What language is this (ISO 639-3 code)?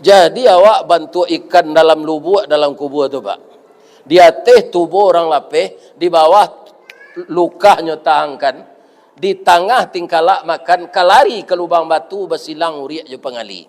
min